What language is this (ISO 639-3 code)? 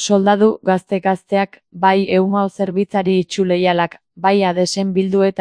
eus